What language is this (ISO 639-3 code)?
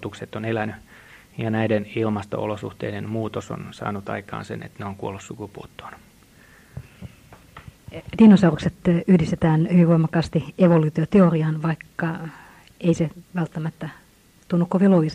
fin